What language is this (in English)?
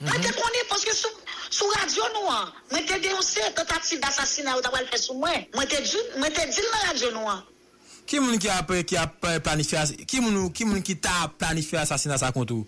Haitian Creole